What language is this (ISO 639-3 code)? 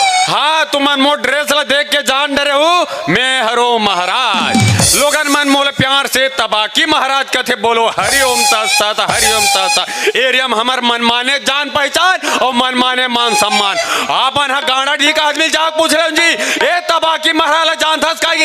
hne